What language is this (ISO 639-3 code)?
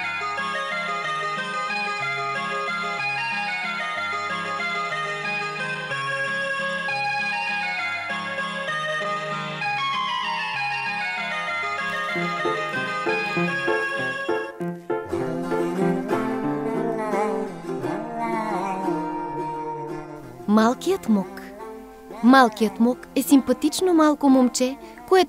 bul